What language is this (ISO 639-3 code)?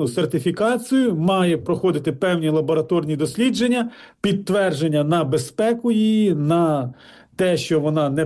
ukr